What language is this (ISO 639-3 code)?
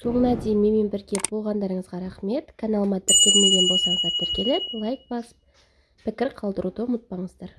kaz